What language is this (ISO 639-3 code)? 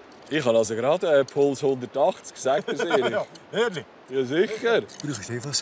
gsw